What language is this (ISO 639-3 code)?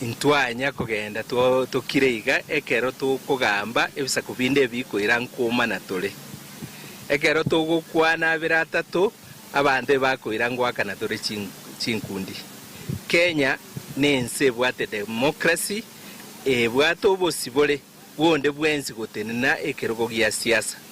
guz